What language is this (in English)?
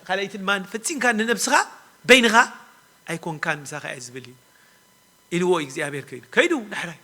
Tigrinya